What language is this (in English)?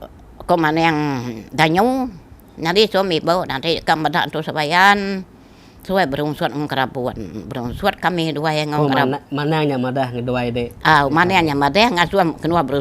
Iban